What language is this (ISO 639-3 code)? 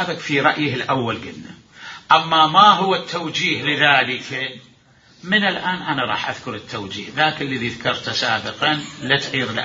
acm